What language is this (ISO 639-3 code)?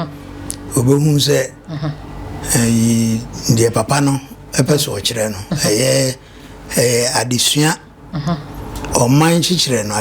aka